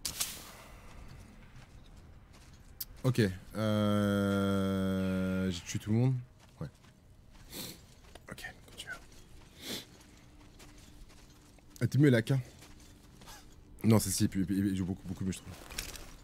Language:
French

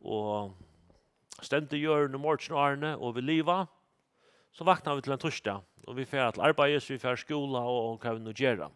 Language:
Faroese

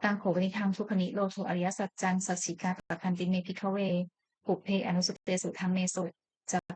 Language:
Pali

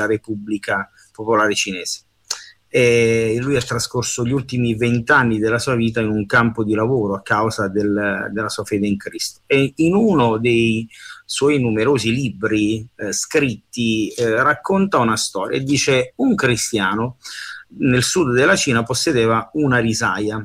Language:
Italian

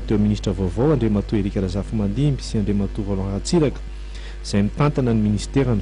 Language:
Malagasy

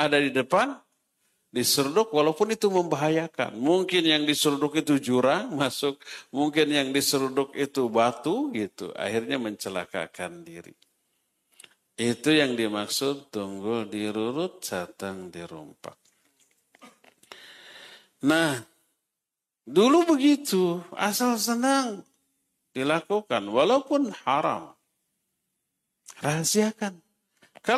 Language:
Indonesian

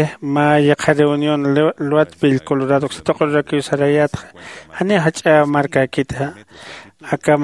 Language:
Aymara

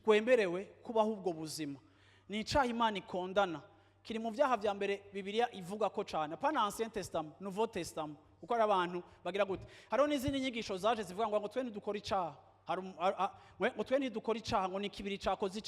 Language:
Rundi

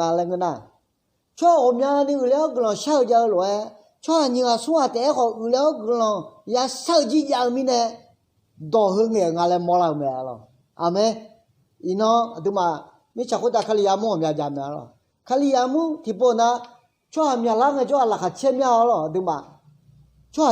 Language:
Akha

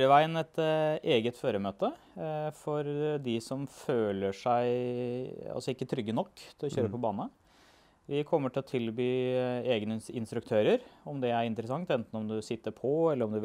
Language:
Norwegian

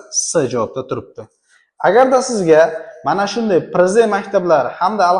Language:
Uzbek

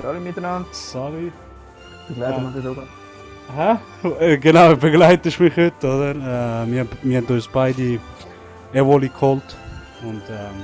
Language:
Swiss German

